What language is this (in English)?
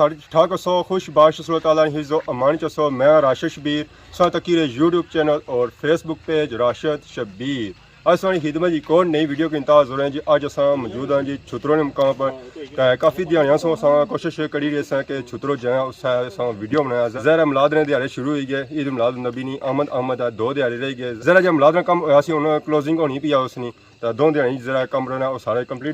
Pahari-Potwari